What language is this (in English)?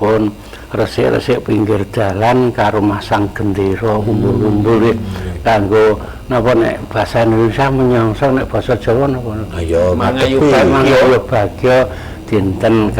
Javanese